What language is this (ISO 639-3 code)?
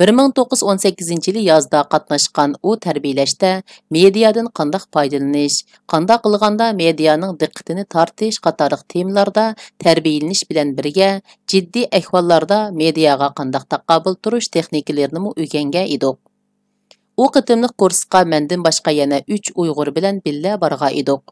uig